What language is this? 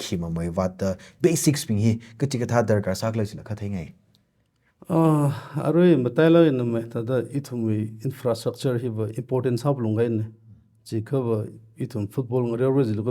Tangkhul Naga (India)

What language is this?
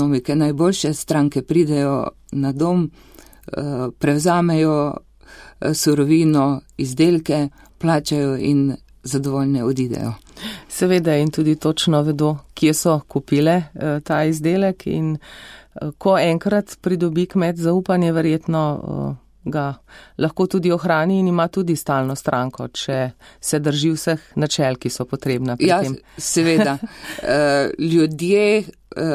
Slovenian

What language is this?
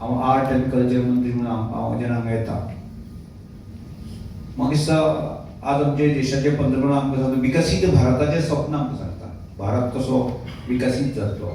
Konkani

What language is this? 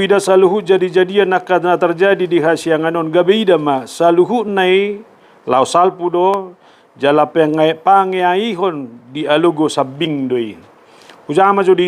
Batak Toba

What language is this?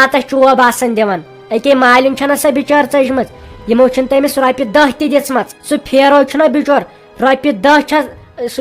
Kashmiri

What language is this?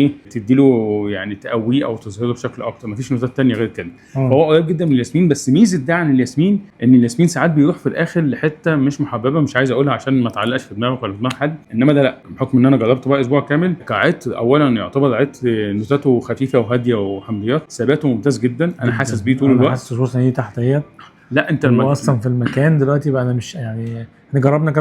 Egyptian Arabic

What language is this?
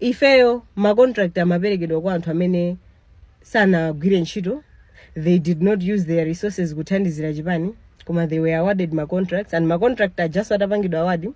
Nyanja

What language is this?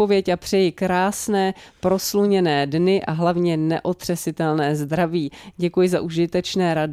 Czech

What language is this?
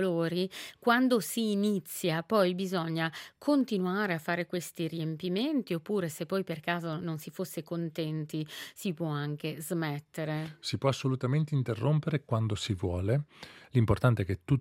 Italian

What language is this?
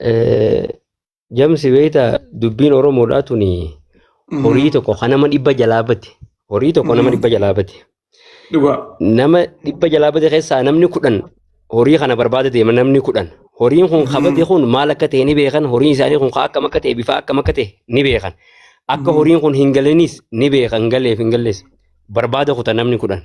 Oromo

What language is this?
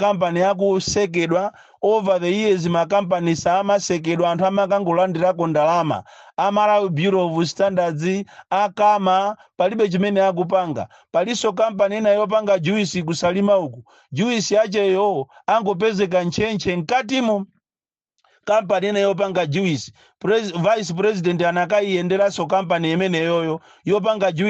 Nyanja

